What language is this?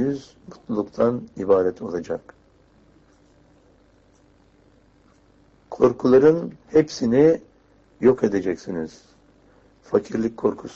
Turkish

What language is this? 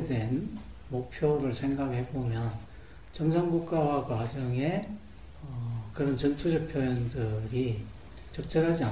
Korean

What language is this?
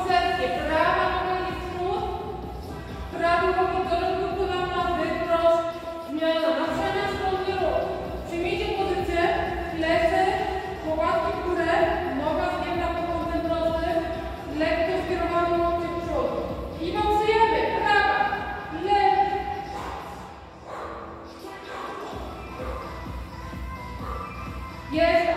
Polish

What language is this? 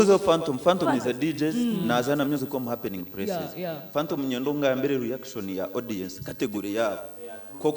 Nyankole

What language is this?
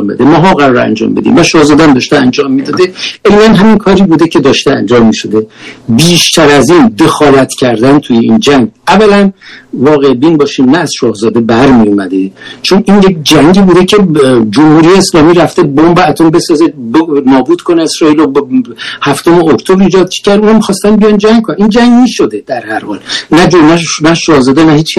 Persian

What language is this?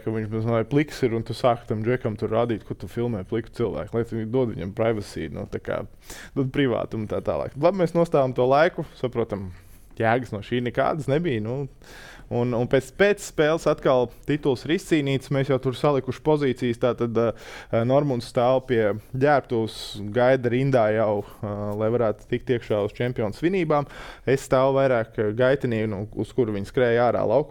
Latvian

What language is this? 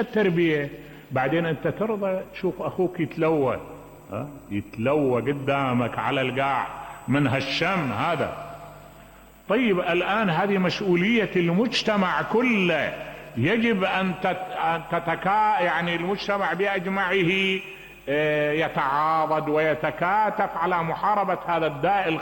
Mesopotamian Arabic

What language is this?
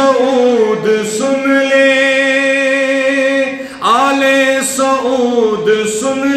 Urdu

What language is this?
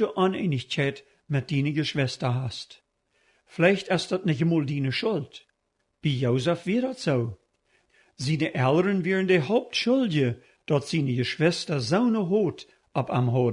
Plautdietsch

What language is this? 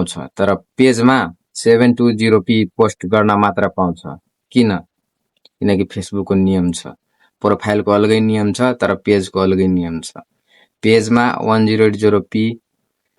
Nepali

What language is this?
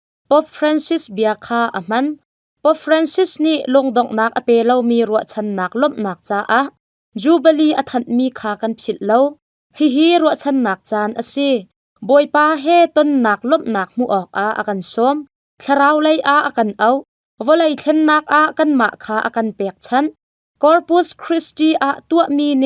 Hakha Chin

